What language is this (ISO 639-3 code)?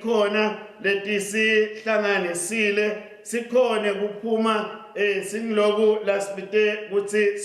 ssw